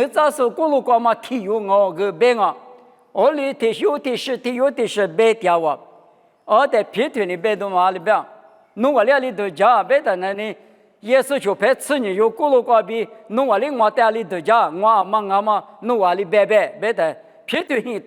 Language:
Lisu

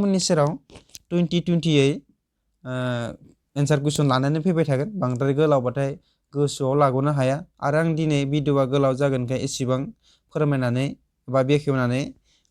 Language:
Bodo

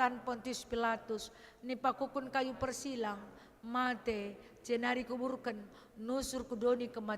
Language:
Batak Karo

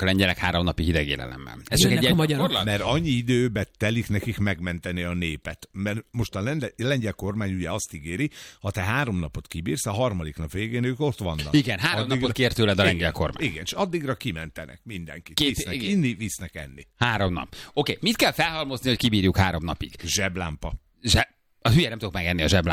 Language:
Hungarian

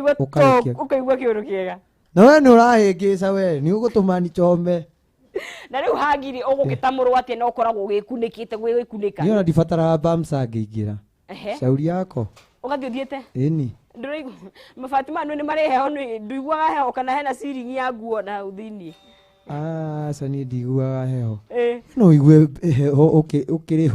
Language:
Kikuyu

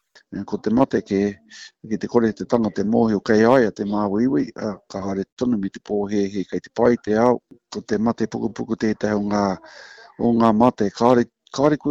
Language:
Māori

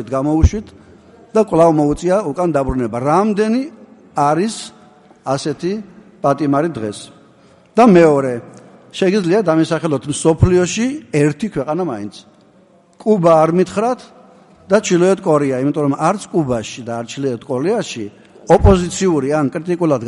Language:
Georgian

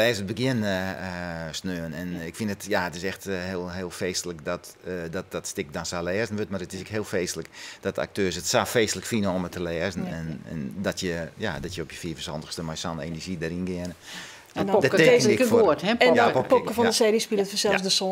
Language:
Western Frisian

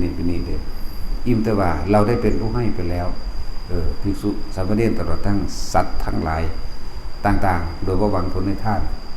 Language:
Northeastern Thai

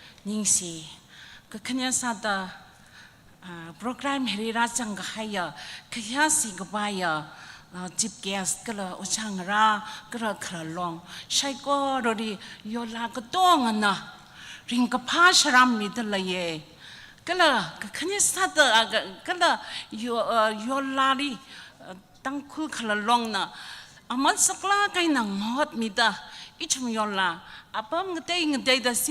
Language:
Tangkhul Naga (India)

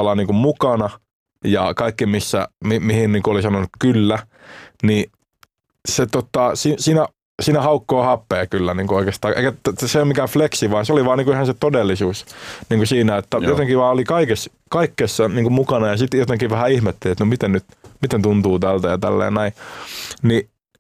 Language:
Finnish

